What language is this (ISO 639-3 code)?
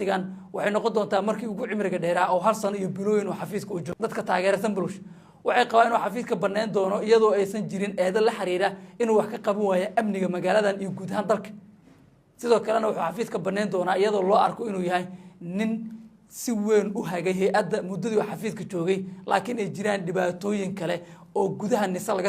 som